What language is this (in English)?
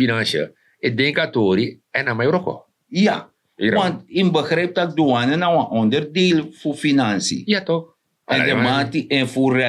Sranan Tongo